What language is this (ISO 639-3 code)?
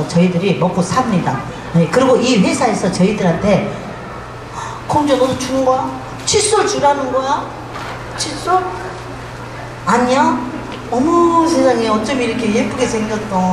kor